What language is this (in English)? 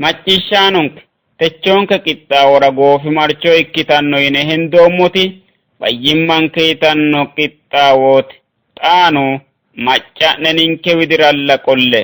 Sidamo